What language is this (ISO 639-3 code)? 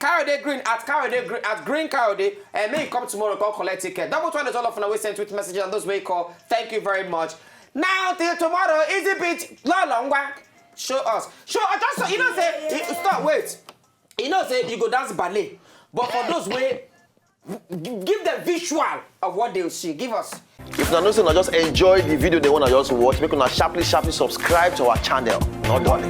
pcm